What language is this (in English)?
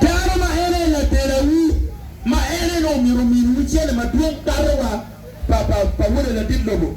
Acoli